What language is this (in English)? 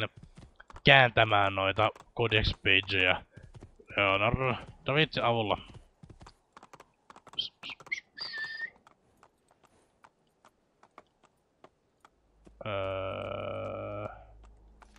Finnish